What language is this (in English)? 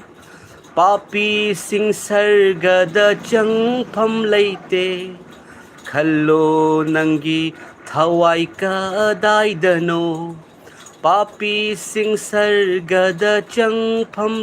Manipuri